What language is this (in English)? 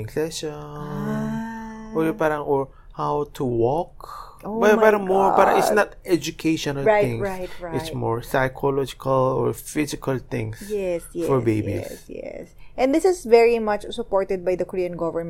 Filipino